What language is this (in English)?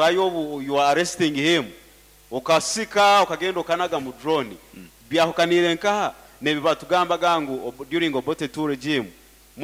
Nyoro